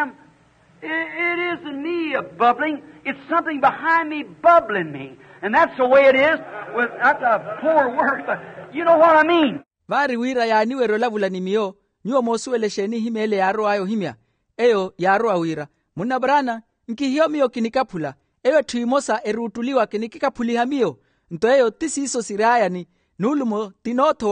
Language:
Makhuwa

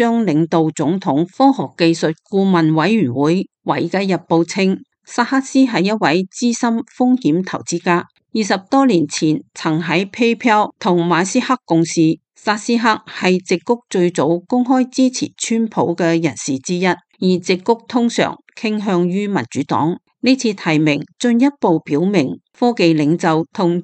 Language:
Cantonese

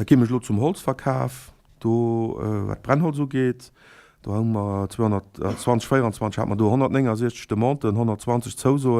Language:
Luxembourgish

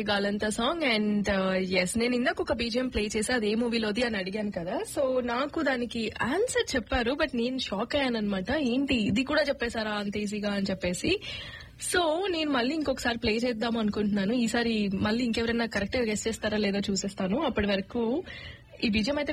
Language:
Telugu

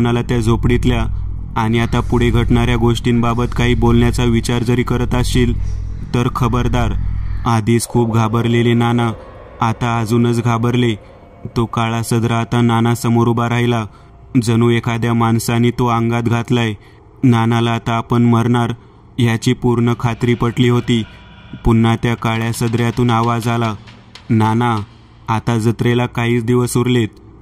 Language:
Marathi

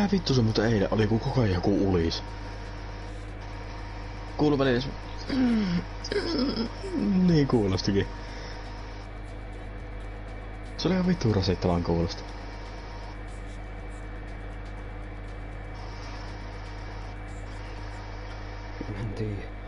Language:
Finnish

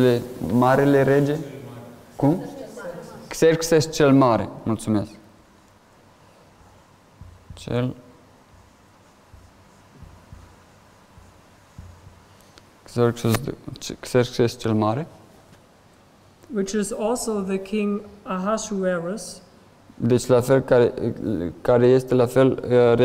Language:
Romanian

